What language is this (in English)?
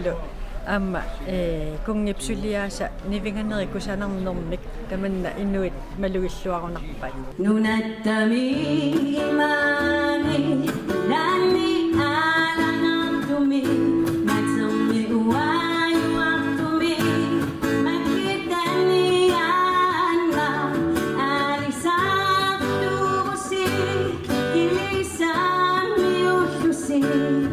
Kalaallisut